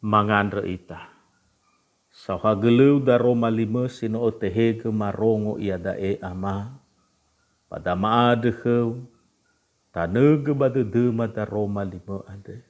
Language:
Nias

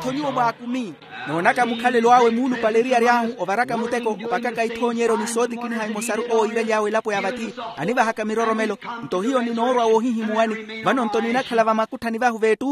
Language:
Makhuwa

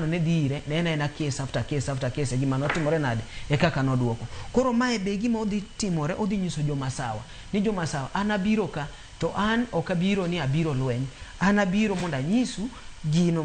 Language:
Luo (Kenya and Tanzania)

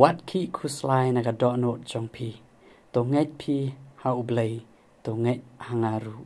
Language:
Khasi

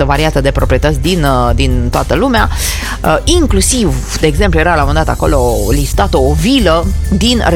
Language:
Romanian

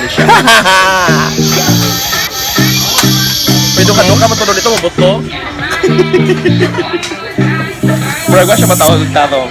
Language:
Cebuano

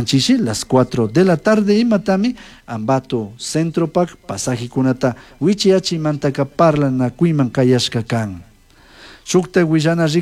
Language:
Chimborazo Highland Quichua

